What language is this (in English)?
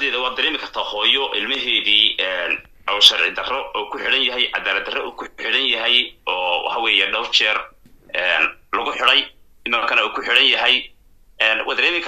Somali